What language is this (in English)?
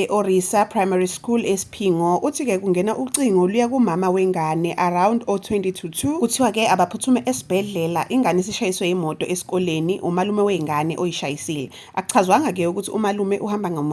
Zulu